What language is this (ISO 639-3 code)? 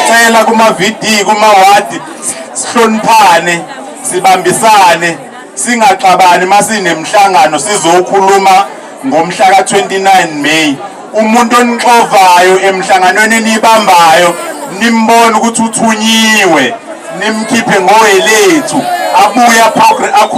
zul